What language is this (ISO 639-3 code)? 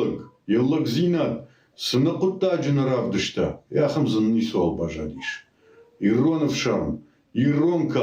oss